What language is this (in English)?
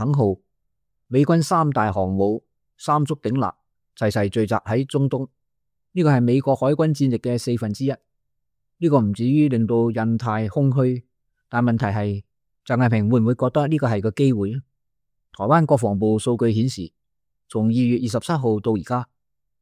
Cantonese